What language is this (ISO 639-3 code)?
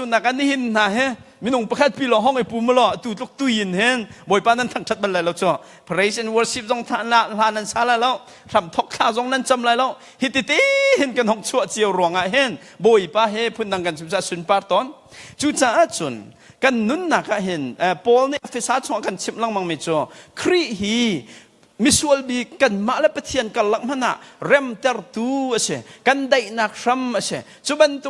cnh